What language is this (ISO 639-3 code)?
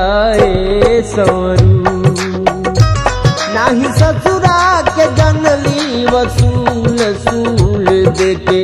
bho